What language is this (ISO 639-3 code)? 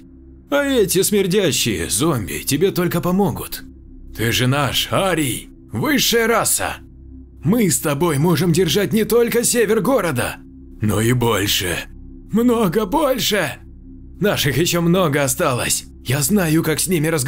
rus